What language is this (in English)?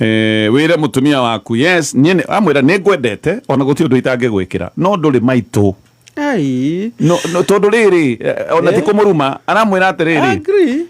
Kikuyu